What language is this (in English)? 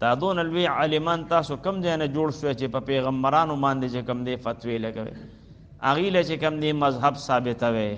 Pashto